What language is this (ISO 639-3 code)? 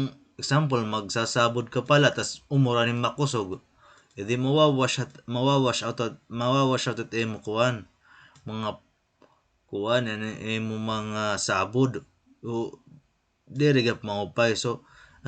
war